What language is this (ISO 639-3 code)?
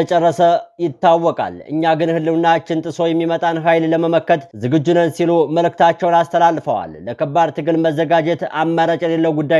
amh